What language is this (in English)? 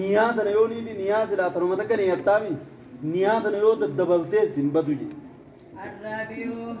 Oromo